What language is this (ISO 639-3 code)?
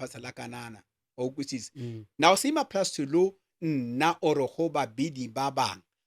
nso